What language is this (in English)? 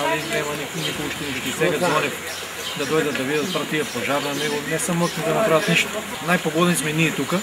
Macedonian